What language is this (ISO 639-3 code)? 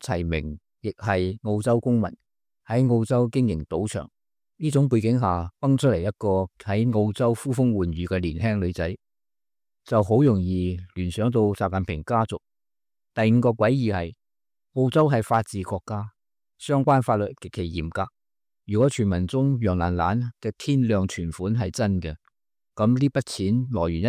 yue